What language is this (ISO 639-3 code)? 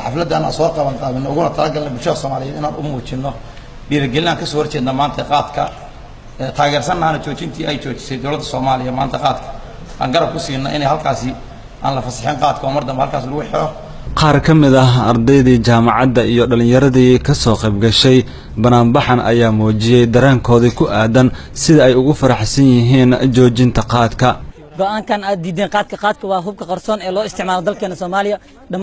som